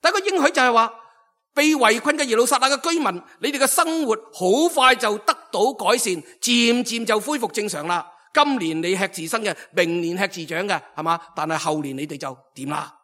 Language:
Cantonese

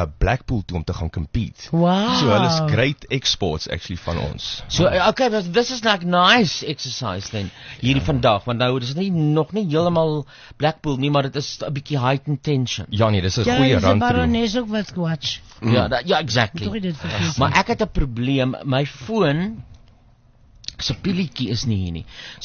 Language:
Afrikaans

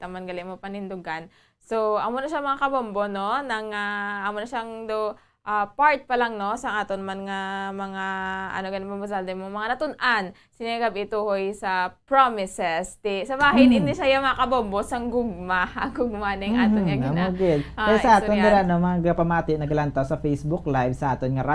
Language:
Hiligaynon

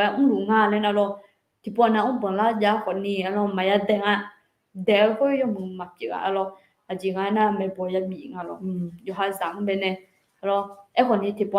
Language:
Akha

